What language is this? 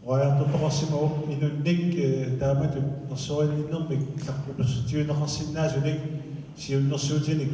Kalaallisut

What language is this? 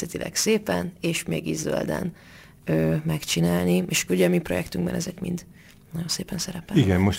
Hungarian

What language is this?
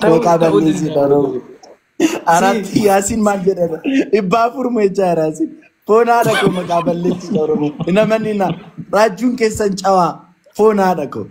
Oromo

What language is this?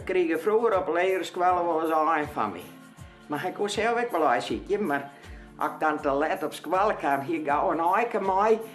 Western Frisian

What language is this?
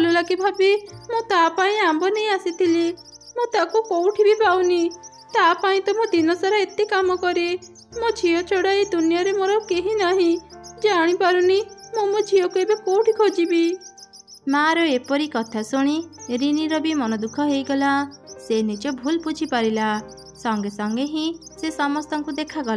Odia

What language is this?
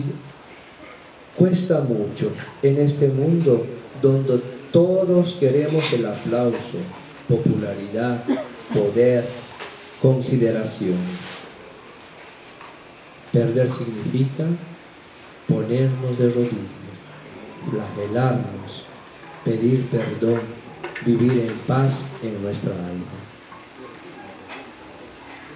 Spanish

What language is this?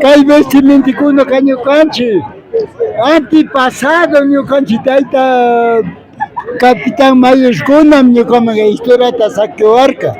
Imbabura Highland Quichua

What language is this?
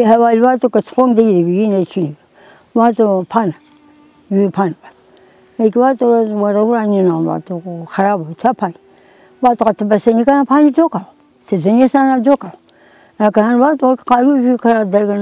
Zaza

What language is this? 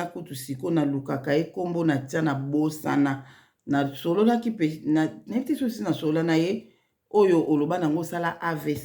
Lingala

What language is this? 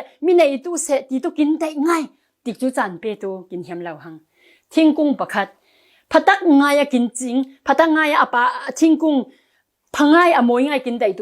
Falam Chin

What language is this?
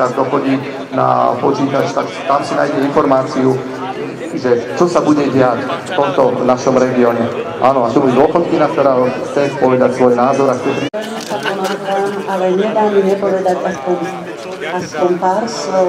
Slovak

